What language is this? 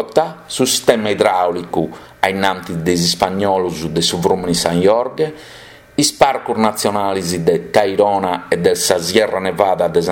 Sardinian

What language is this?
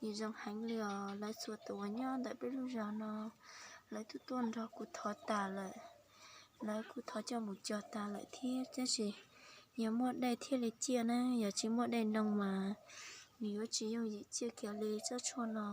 Hmong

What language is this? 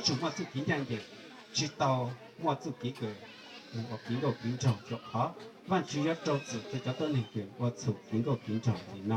Hmong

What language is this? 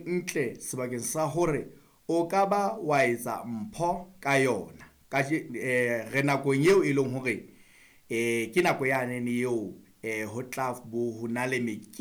Southern Sotho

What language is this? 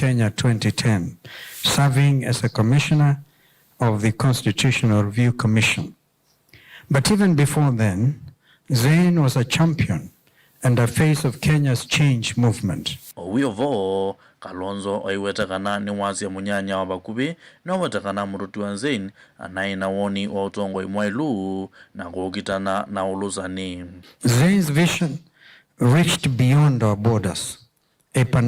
Kamba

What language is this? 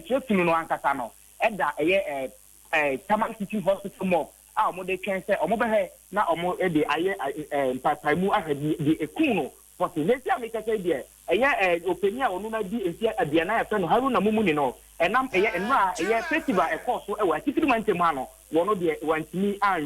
Akan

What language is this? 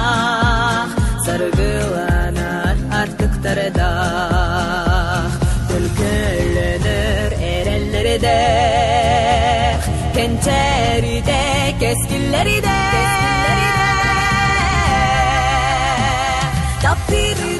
Yakut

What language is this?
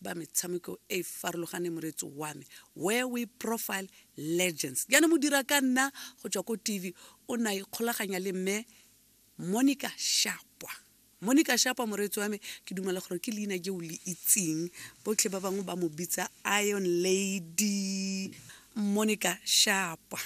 Tswana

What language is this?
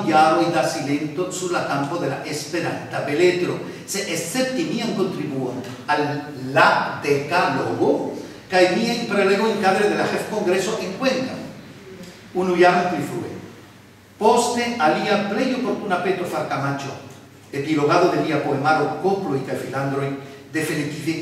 Esperanto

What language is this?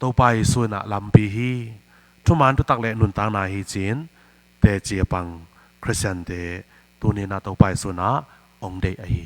Tedim Chin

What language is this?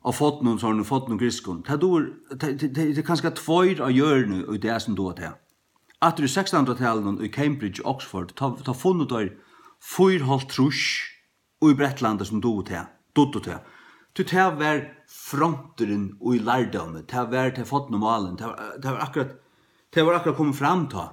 Faroese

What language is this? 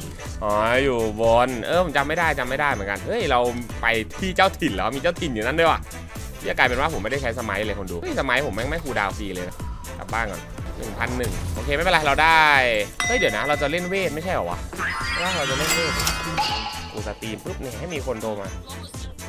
Thai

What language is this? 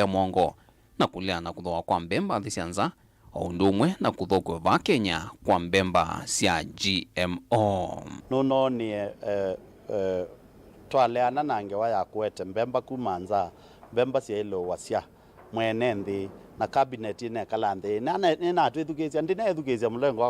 Kamba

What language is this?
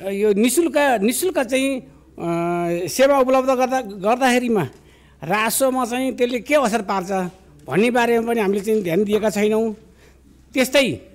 Nepali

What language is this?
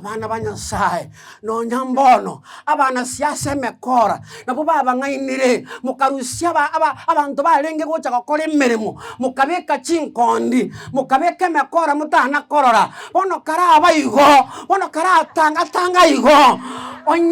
Gusii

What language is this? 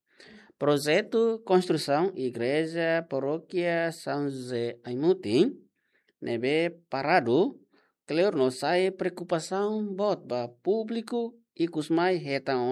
Tetum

